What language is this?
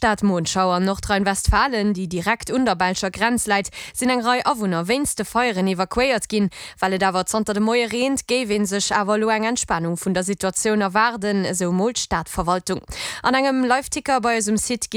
Luxembourgish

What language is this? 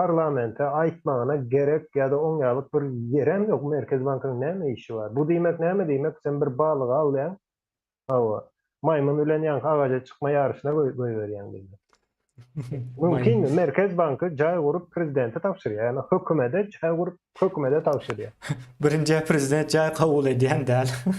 Turkmen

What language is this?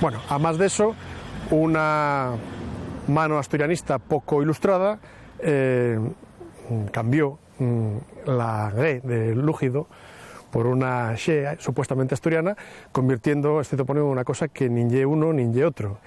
Asturian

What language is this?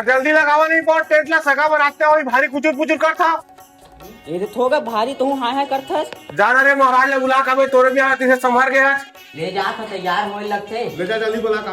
Chhattisgarhi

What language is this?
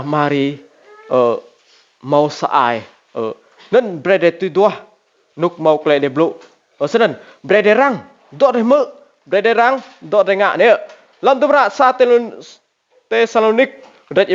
Rade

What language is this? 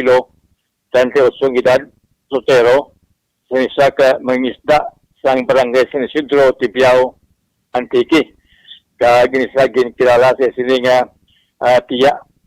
Hiligaynon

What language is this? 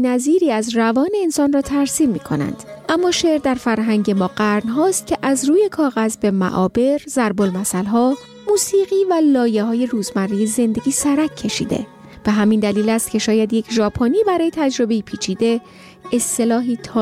Persian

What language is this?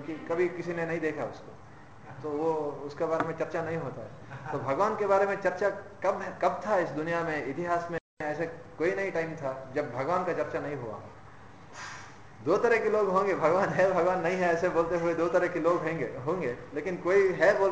Hindi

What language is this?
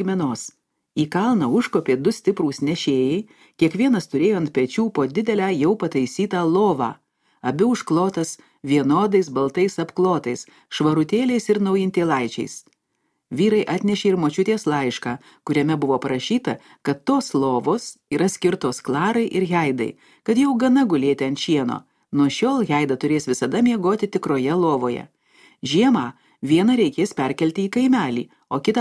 Lithuanian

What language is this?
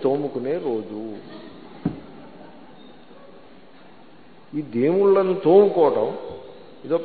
Telugu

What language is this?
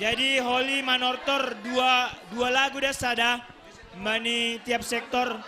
Batak Simalungun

